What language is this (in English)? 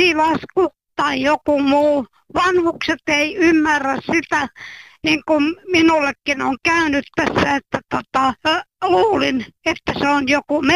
Finnish